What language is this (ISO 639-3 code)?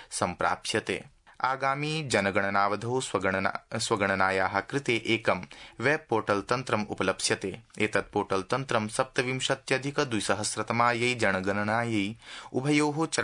san